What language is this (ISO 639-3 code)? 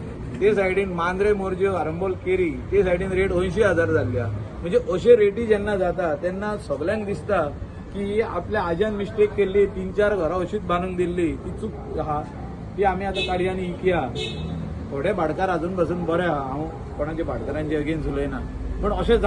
kok